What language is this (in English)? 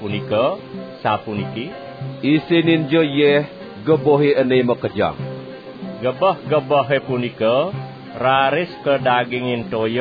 Balinese